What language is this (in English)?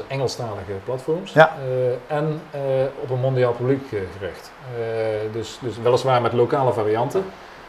Dutch